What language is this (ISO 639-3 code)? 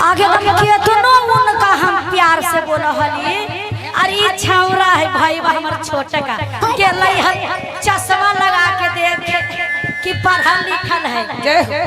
mag